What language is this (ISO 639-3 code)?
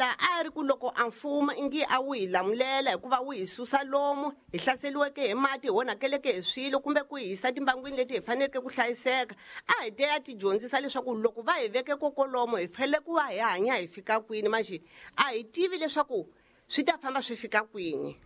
tso